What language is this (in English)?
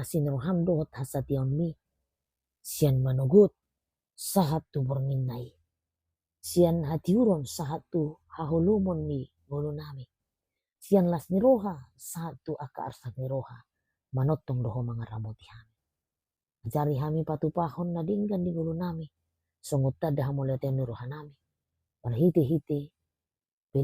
Batak Toba